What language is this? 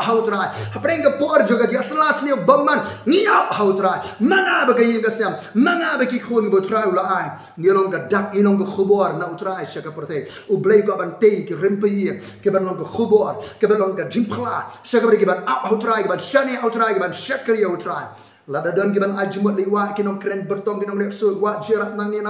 Khasi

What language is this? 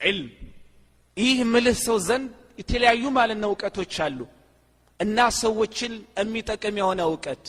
Amharic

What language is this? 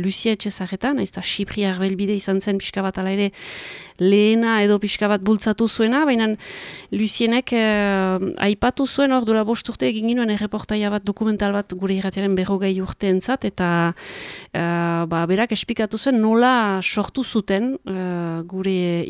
Basque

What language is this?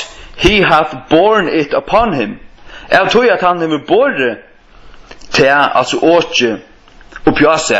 Faroese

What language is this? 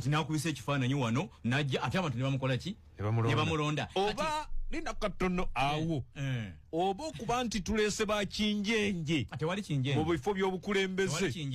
Ganda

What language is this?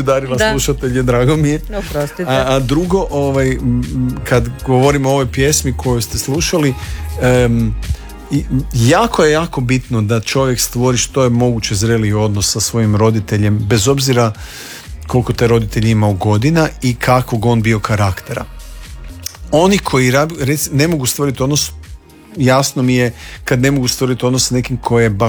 Croatian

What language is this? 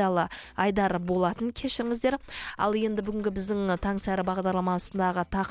Kazakh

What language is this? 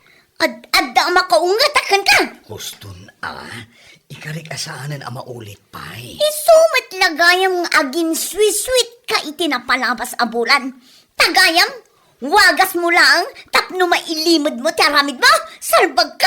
Iloko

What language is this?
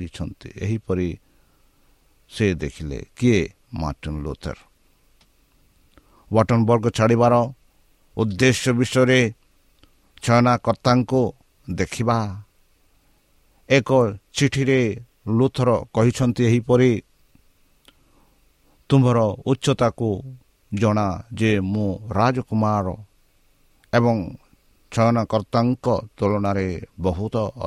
Odia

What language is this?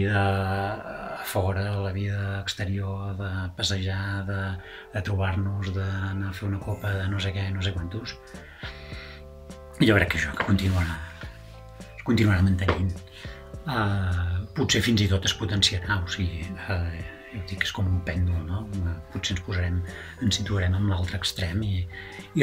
Catalan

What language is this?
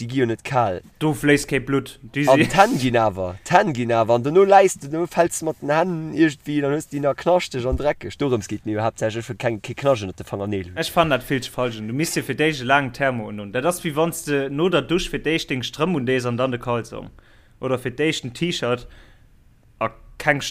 Luxembourgish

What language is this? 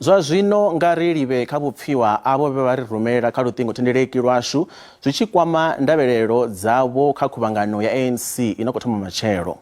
Venda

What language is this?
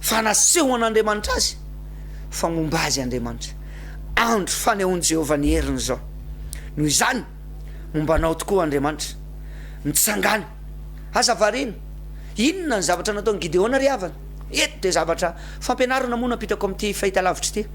Malagasy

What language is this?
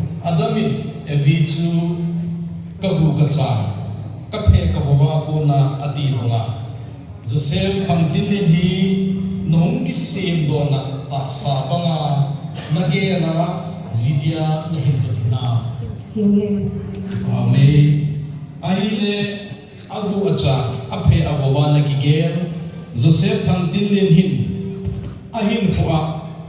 Thado Chin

